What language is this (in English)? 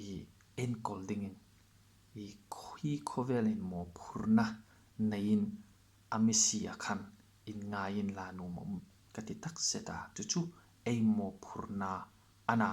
Hmar